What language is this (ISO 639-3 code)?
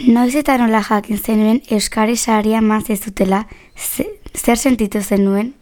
eus